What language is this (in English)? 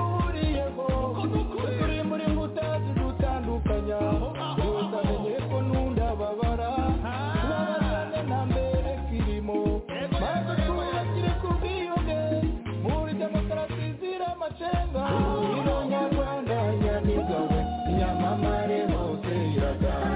Kinyarwanda